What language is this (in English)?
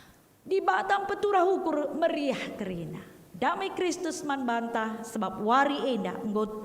Batak Karo